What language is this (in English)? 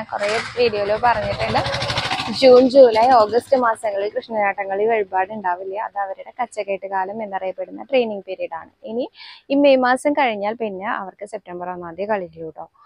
Malayalam